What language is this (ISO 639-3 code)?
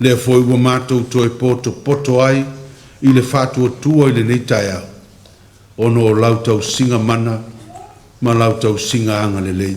smo